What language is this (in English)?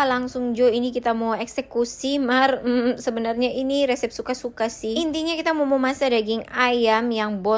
Manado Malay